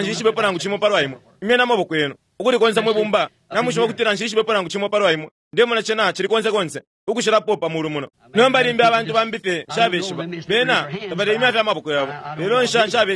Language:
Bemba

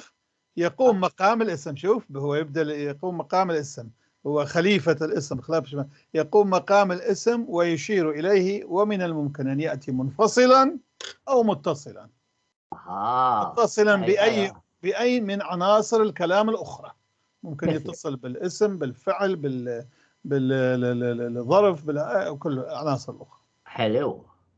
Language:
North Levantine Arabic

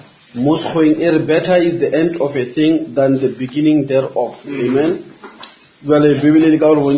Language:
Northern Sotho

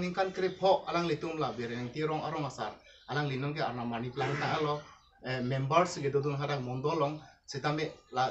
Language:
Karbi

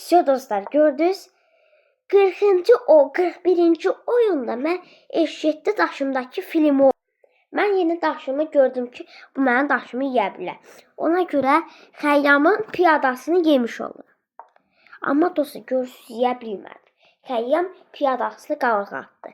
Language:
Azerbaijani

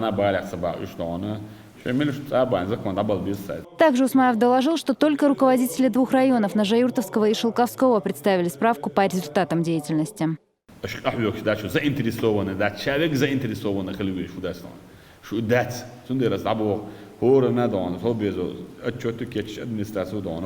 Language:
Chechen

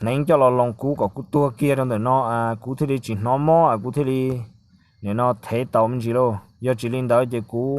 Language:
Hmong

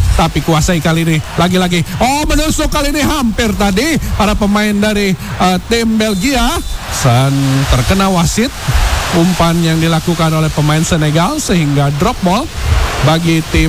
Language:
Indonesian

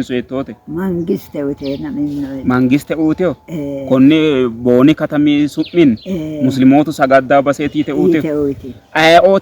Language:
Sidamo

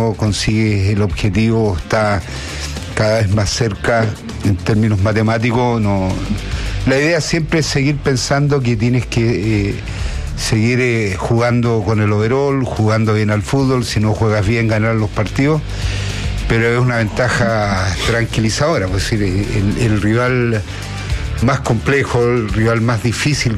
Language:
Spanish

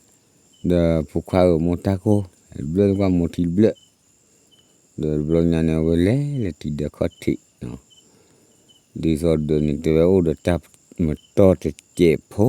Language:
S'gaw Karen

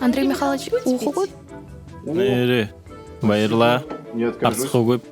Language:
Buriat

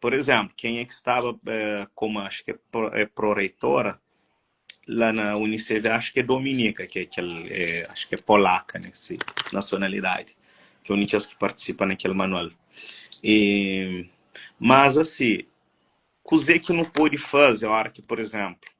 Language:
Kabuverdianu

